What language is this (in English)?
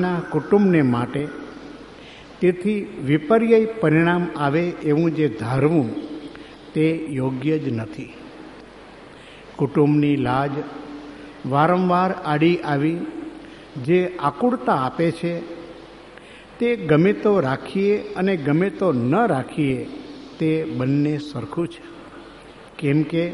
Gujarati